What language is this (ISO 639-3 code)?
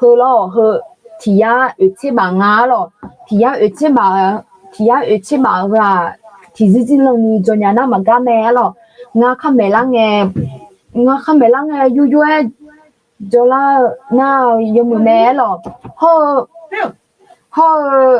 ahk